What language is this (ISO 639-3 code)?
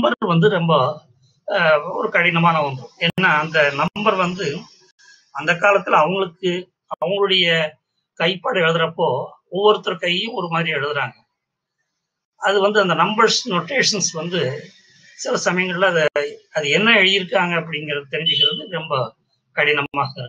tam